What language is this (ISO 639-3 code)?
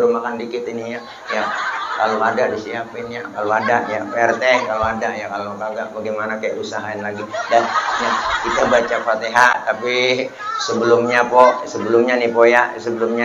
bew